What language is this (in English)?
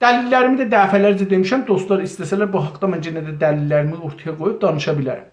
South Azerbaijani